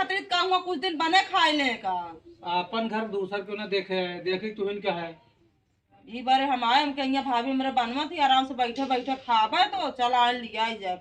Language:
Awadhi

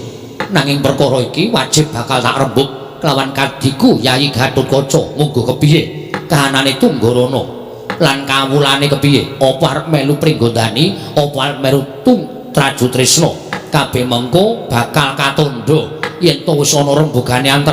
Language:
Javanese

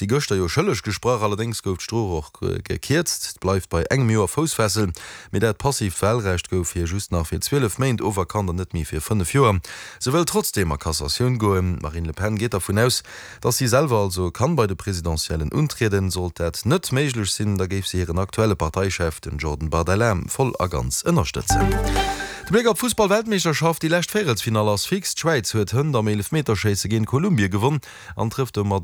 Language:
Luxembourgish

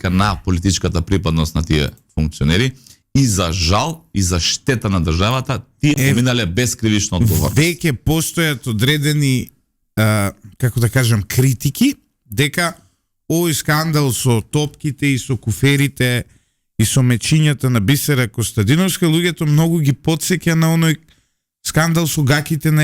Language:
Macedonian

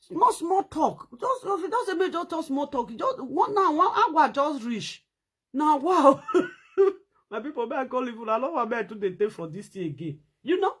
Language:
Nigerian Pidgin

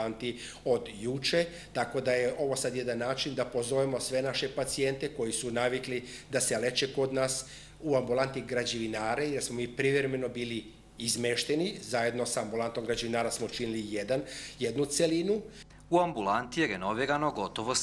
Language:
Serbian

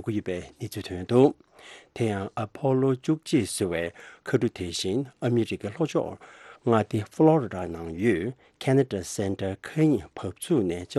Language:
Tibetan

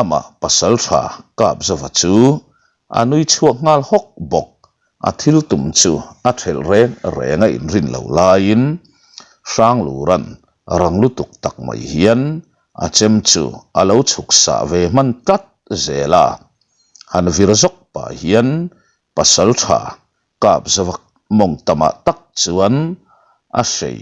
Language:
Mizo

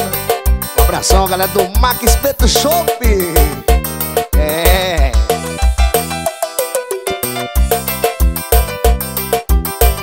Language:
Portuguese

